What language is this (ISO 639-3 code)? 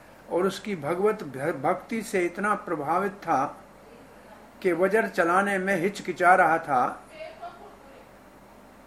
hin